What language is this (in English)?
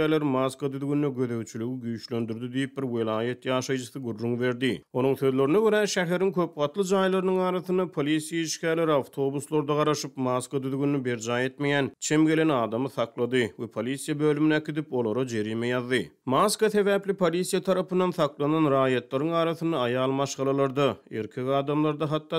Turkmen